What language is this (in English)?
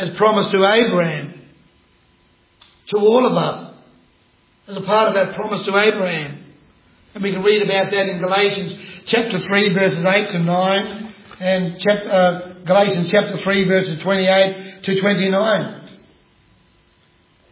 English